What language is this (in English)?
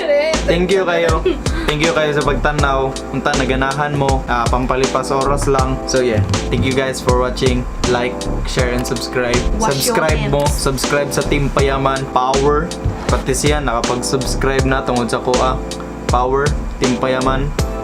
Cebuano